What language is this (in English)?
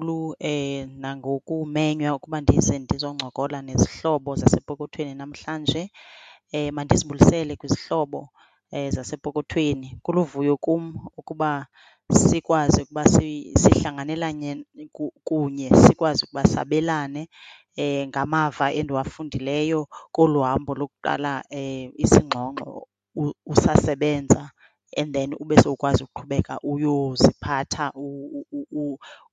Xhosa